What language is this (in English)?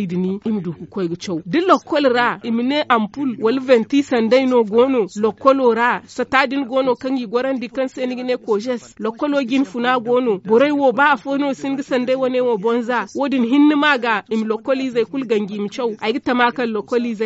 Zarma